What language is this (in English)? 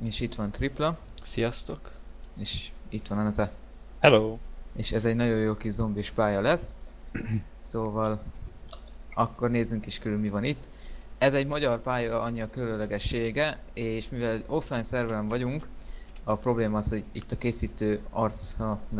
Hungarian